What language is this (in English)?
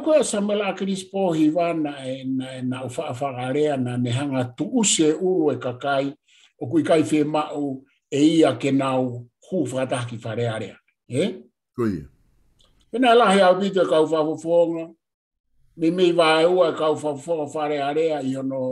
Tongan